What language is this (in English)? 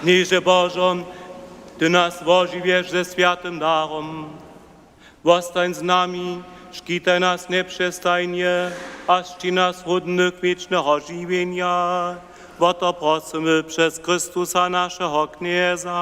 Upper Sorbian